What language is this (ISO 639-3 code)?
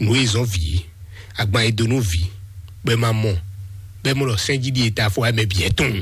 fon